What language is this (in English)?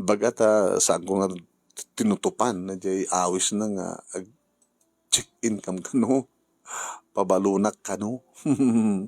Iloko